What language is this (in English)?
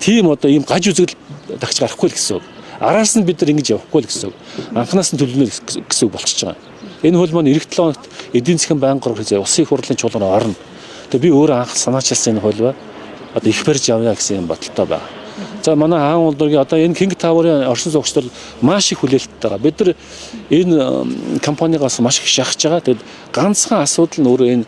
Mongolian